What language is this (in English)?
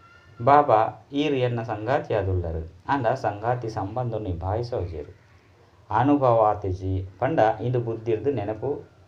Tulu